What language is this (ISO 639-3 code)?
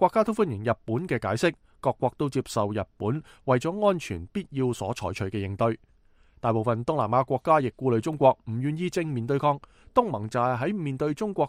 yue